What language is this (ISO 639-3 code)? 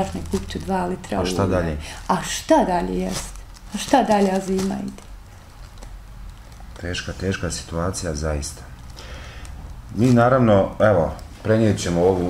bos